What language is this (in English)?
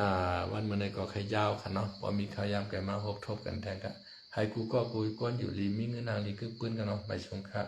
Shan